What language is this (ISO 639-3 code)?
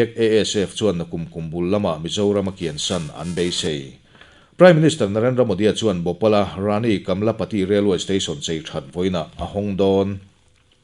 lus